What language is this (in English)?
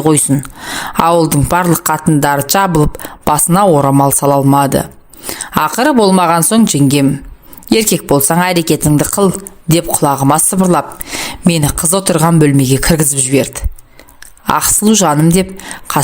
Kazakh